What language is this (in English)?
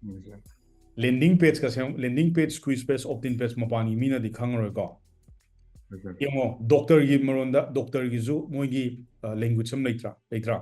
Manipuri